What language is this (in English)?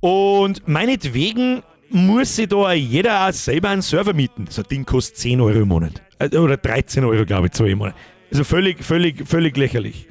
Bavarian